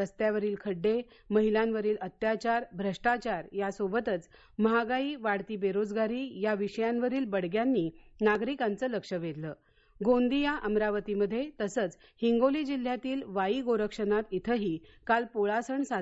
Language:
Marathi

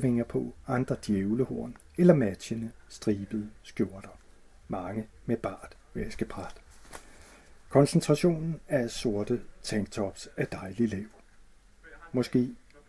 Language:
Danish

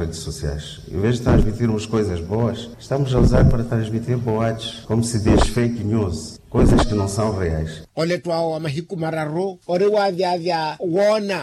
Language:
Makhuwa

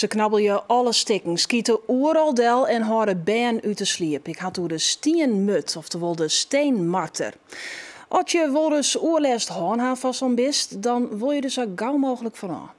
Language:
Western Frisian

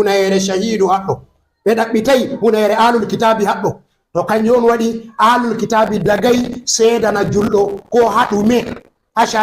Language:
Fula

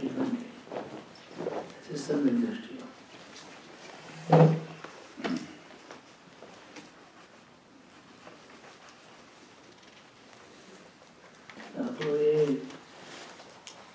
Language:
Gujarati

